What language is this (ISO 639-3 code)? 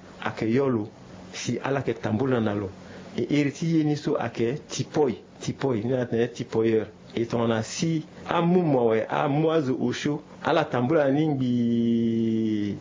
sag